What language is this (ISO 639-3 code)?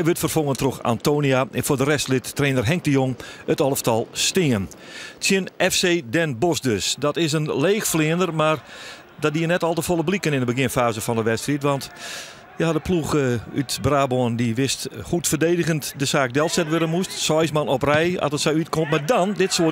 fry